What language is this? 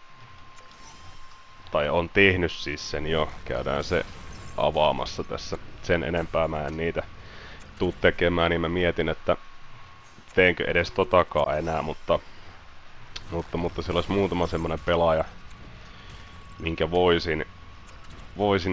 Finnish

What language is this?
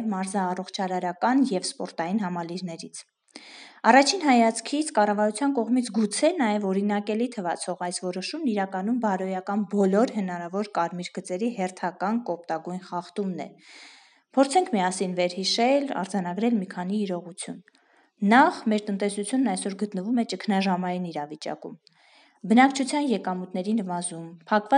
Armenian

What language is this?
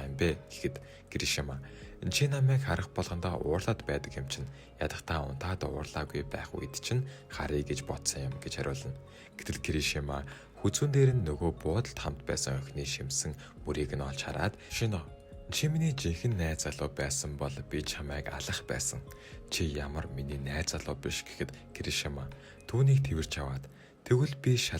Mongolian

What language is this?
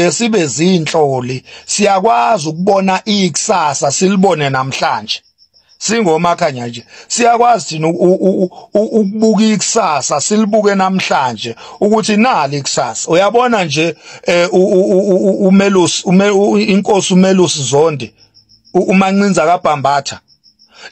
Zulu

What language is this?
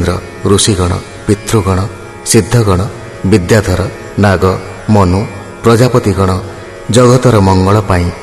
Odia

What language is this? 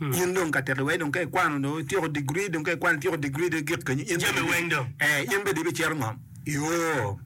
Acoli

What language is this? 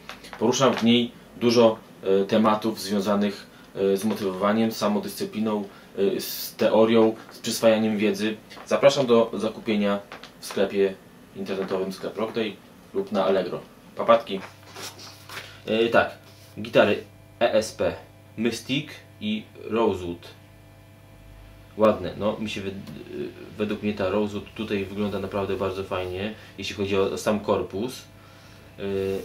Polish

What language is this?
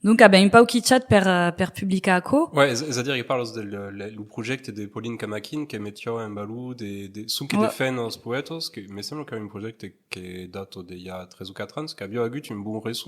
Occitan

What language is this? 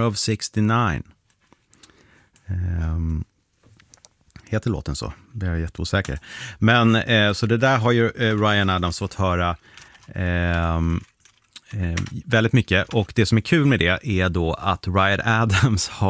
Swedish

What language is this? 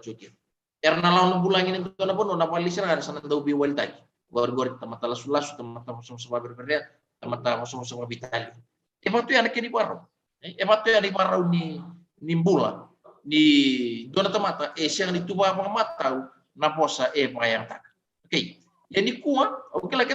Fijian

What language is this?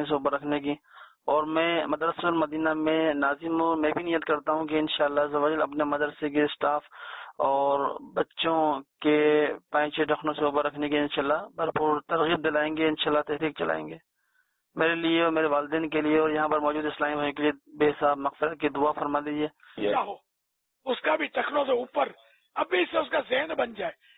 Urdu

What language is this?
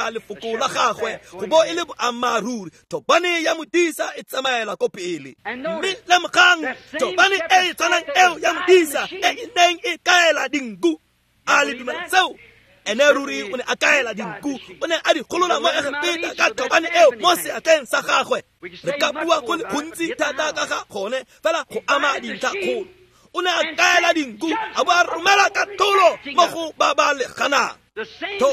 Tswana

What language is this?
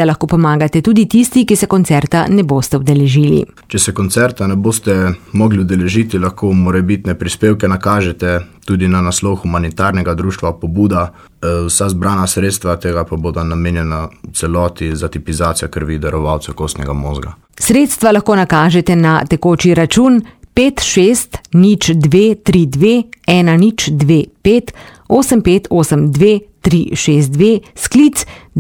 Slovenian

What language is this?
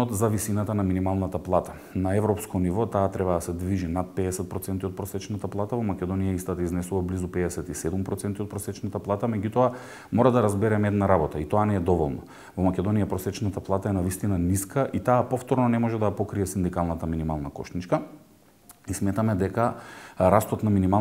Macedonian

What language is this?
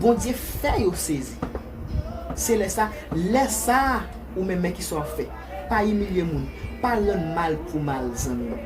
Haitian Creole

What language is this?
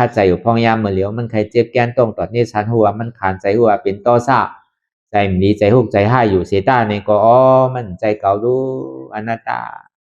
Shan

